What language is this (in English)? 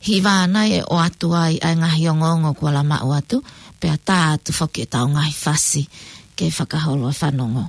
Tongan